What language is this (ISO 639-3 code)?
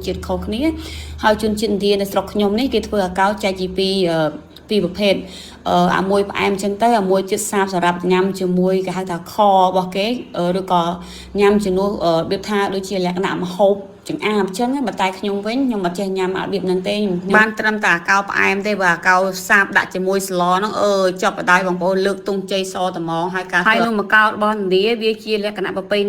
khm